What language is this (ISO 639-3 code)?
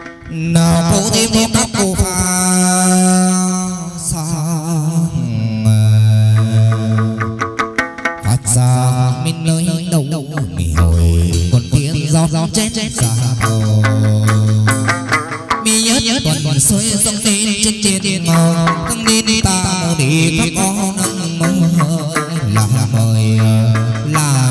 vie